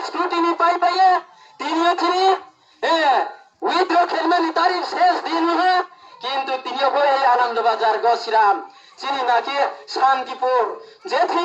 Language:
Riang (India)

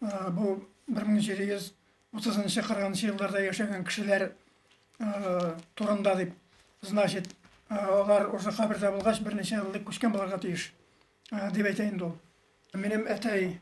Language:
Bashkir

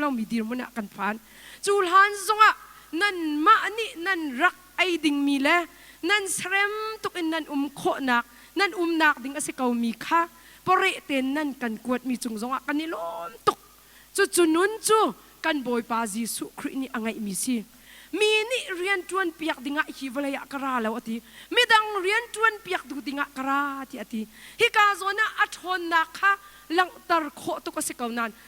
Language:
Hakha Chin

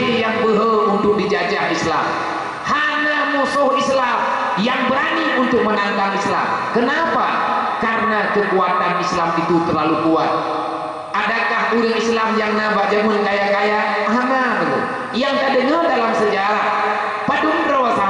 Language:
Achinese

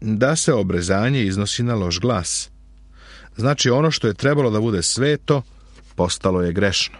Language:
Serbian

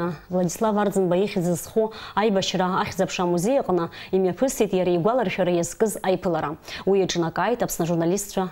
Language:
Abkhazian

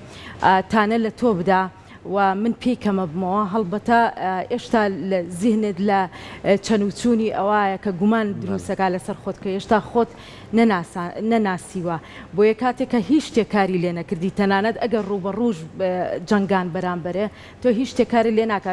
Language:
Central Kurdish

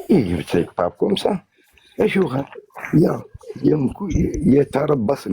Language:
Kabyle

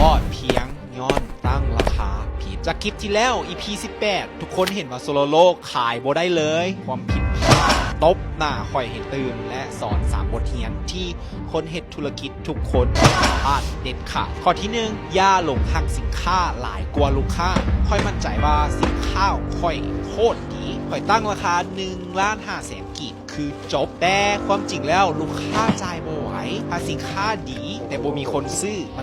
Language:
Lao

